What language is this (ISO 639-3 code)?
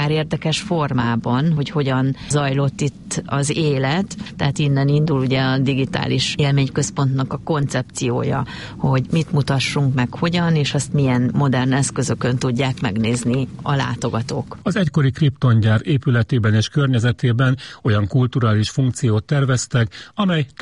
hun